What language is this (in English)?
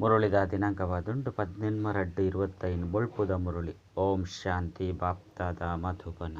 Tulu